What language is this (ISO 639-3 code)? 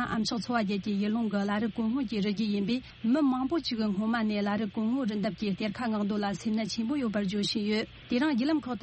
bod